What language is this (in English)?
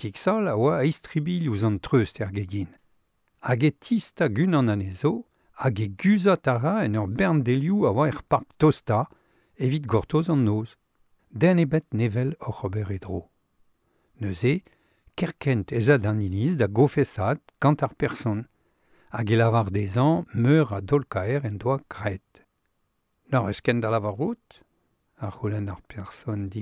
Breton